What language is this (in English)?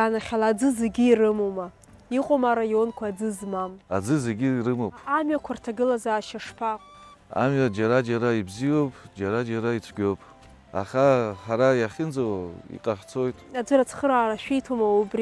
Abkhazian